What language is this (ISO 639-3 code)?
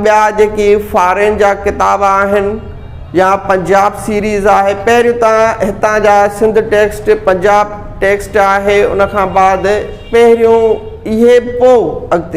snd